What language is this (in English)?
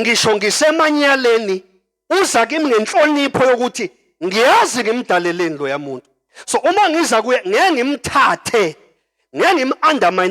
Zulu